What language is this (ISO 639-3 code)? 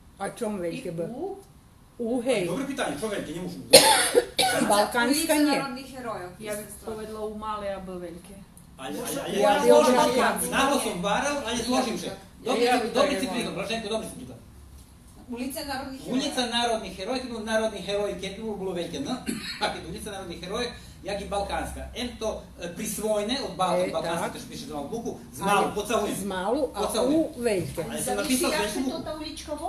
rue